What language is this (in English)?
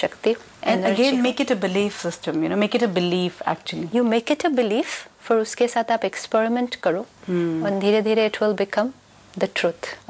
Hindi